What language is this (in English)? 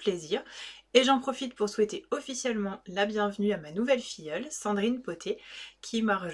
French